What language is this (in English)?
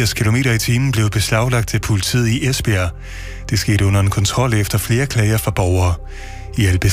Danish